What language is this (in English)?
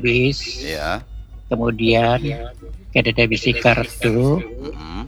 Banjar